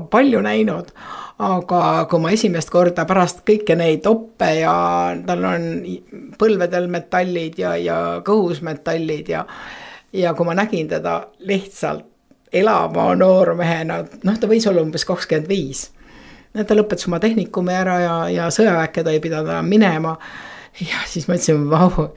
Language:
Estonian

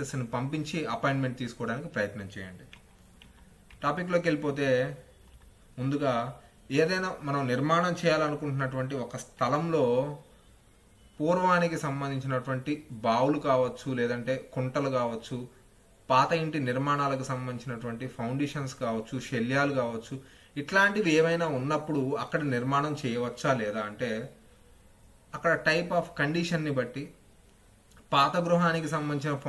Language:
Telugu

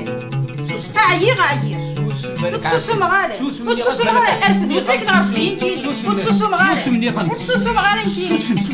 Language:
Kabyle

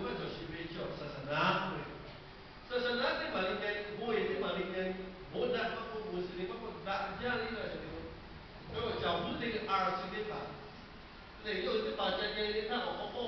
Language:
Lahu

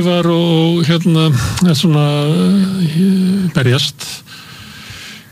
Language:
Icelandic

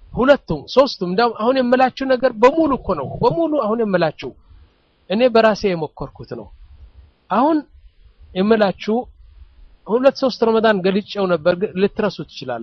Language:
Amharic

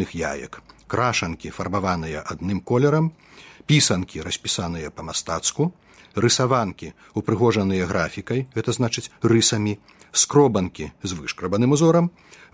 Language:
Belarusian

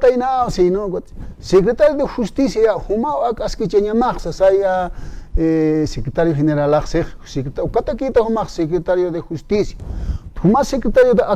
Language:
Aymara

